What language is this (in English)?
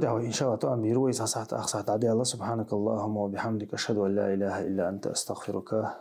Chechen